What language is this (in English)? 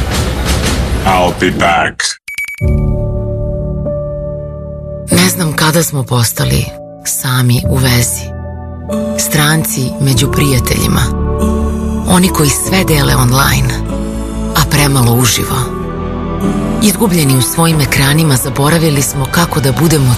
Serbian